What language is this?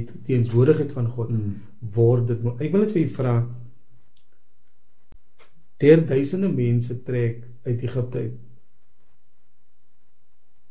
Afrikaans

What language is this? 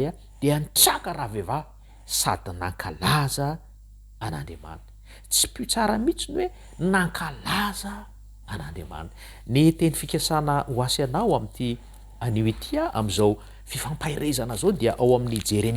Malagasy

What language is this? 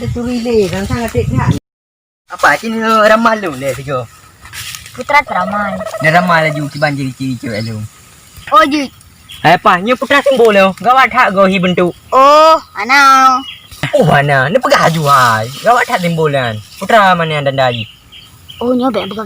Achinese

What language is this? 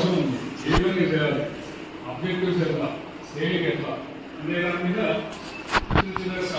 Telugu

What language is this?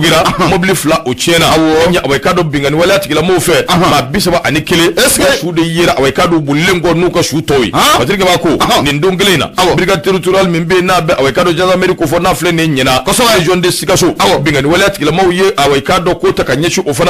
Bambara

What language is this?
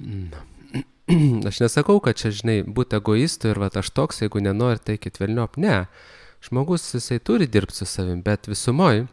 Lithuanian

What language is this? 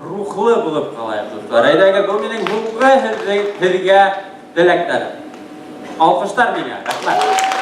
Bashkir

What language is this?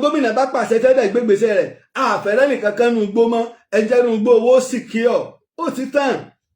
Yoruba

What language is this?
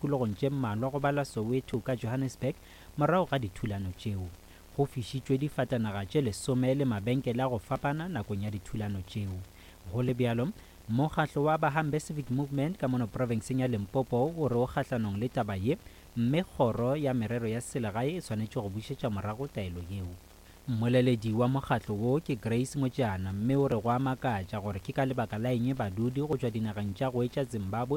Northern Sotho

